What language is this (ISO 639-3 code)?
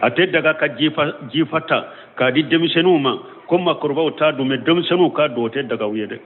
bam